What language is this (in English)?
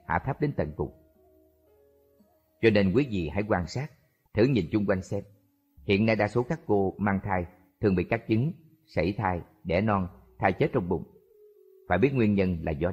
Vietnamese